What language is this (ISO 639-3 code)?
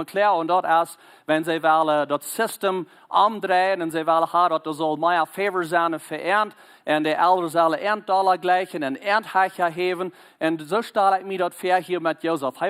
pdt